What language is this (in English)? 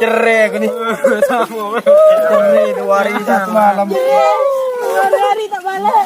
Musi